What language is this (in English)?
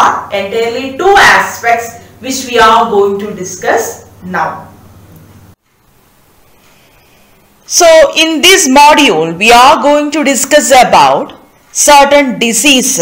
English